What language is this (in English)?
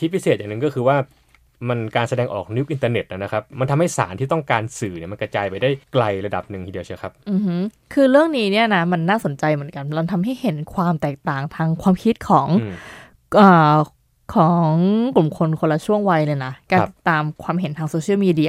Thai